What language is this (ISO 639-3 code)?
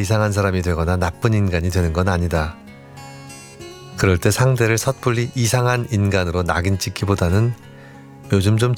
kor